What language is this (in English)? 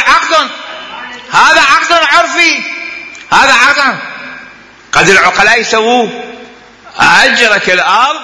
Mesopotamian Arabic